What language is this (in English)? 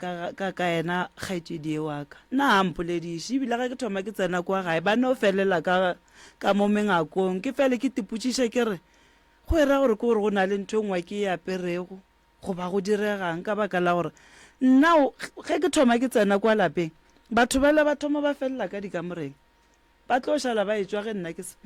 Northern Sotho